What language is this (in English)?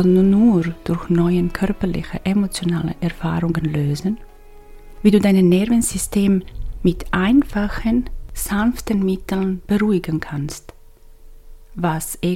German